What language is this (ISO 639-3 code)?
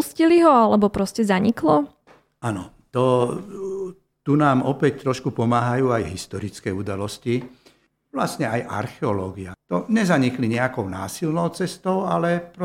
slk